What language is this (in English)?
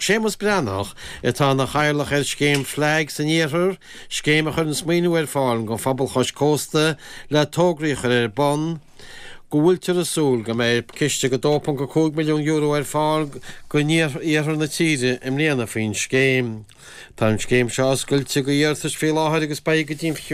Irish